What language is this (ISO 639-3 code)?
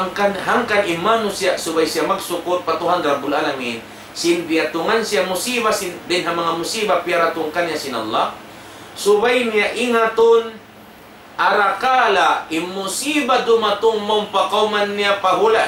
tsg